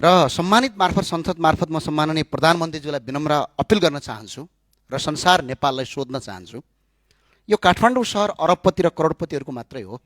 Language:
Nepali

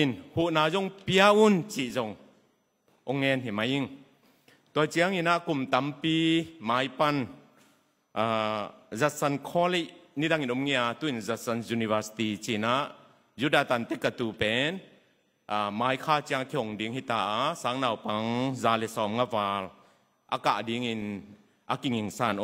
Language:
Tedim Chin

